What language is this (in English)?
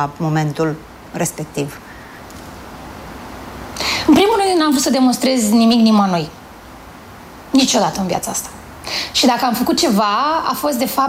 Romanian